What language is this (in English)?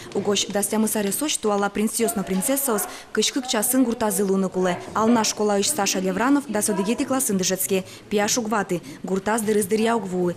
Udmurt